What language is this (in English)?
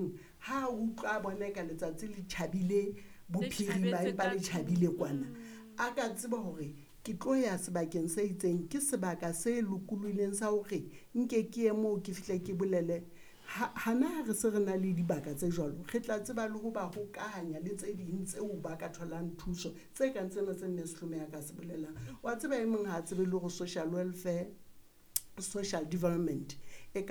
Southern Sotho